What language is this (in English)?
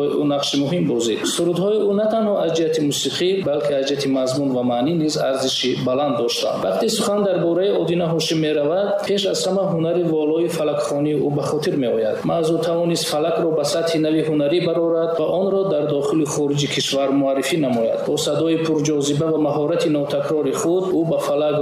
Tajik